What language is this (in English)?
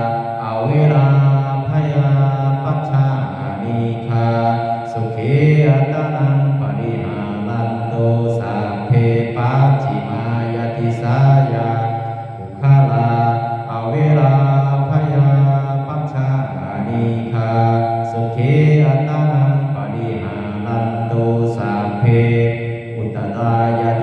Pali